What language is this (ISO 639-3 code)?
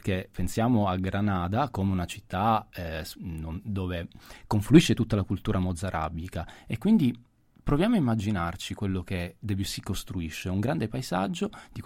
ita